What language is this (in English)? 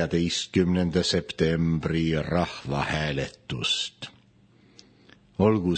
Estonian